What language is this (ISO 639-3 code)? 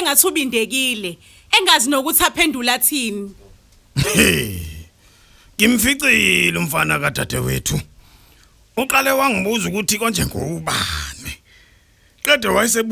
zul